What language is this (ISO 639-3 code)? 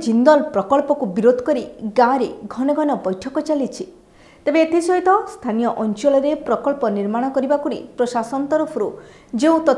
ori